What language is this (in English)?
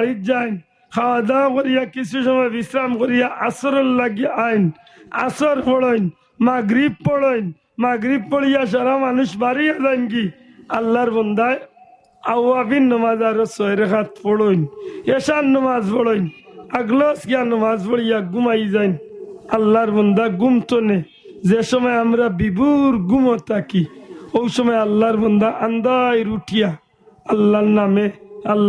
Sylheti